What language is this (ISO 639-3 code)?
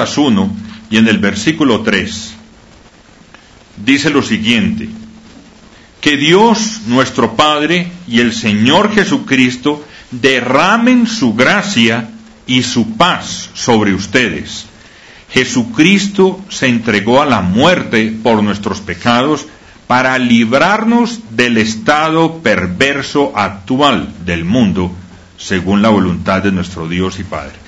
spa